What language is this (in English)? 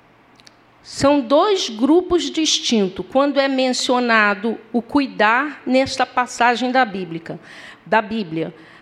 Portuguese